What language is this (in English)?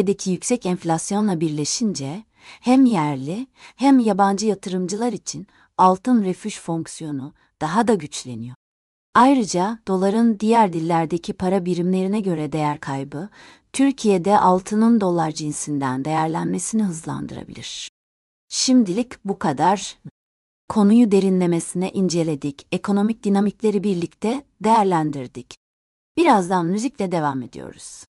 Turkish